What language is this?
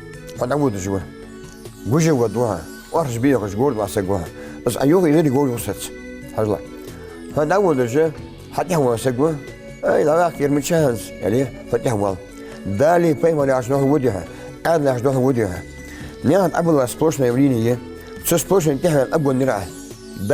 Ingush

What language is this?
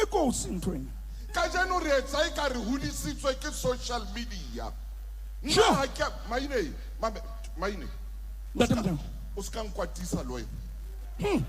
Southern Sotho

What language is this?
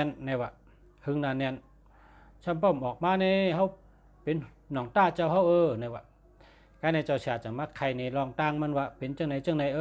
Shan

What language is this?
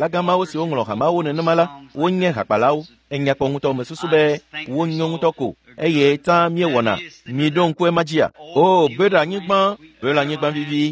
Ewe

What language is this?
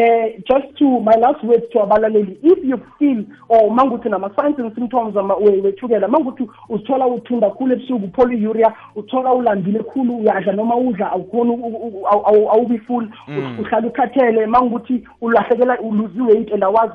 South Ndebele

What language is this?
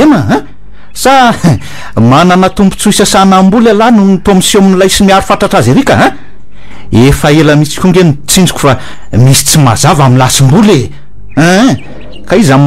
Malagasy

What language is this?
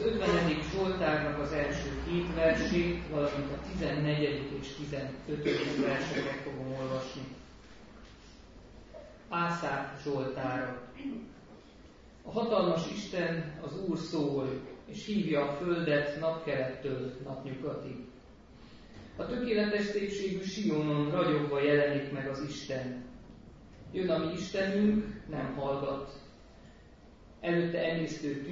Hungarian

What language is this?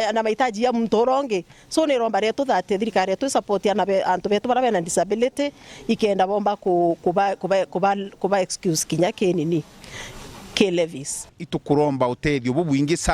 Meru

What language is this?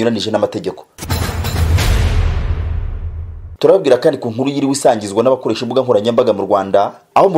Kinyarwanda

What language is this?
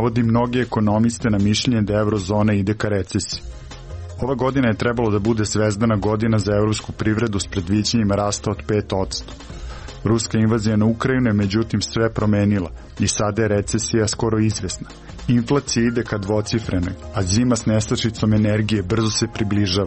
Serbian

